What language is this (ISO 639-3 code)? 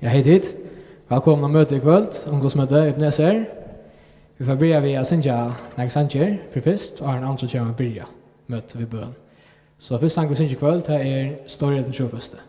fao